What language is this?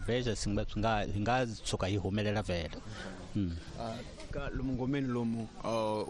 Tsonga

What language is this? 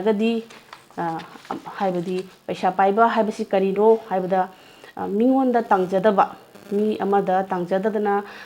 Manipuri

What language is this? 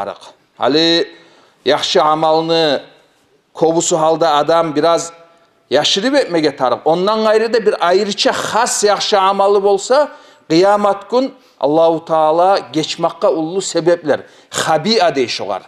Kumyk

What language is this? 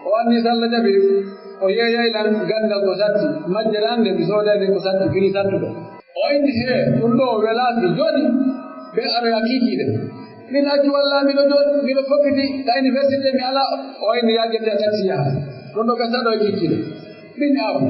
Pular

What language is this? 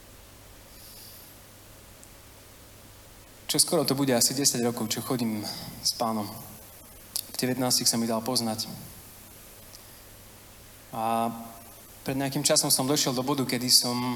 Slovak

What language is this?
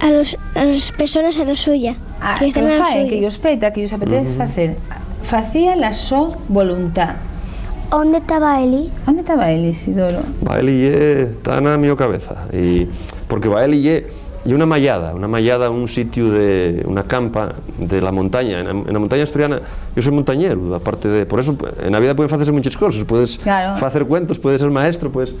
Asturian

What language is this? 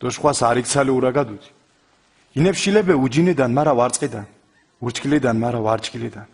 Mingrelian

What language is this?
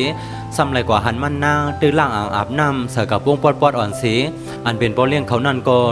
Shan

